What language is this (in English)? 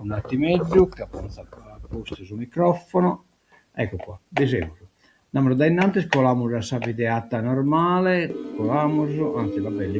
Sardinian